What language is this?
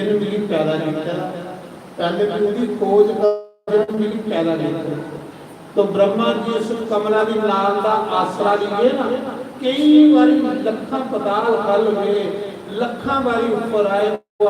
Dogri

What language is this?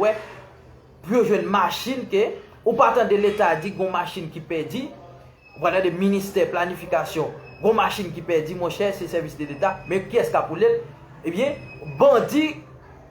Haitian Creole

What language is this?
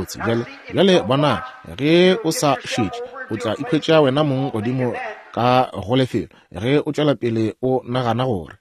Northern Sotho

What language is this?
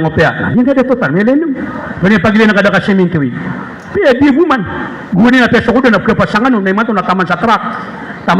Maranao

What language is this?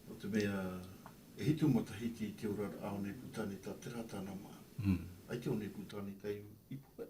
Tahitian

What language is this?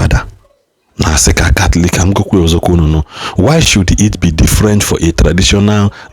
Igbo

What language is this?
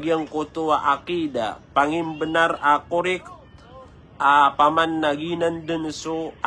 Maranao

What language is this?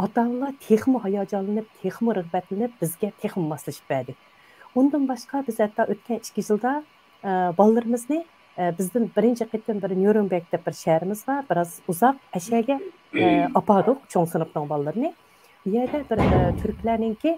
Uyghur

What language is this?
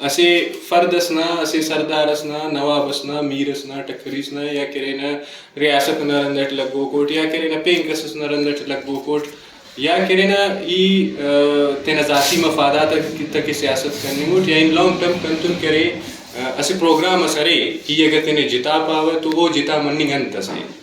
Brahui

